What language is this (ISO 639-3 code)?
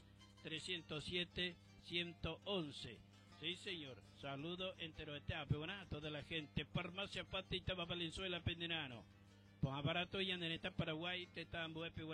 grn